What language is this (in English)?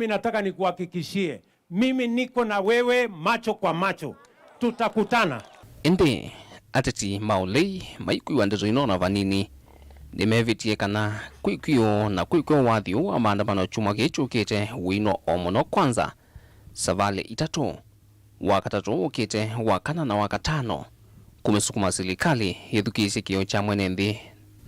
Kamba